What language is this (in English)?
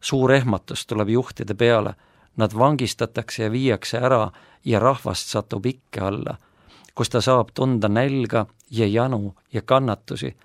Estonian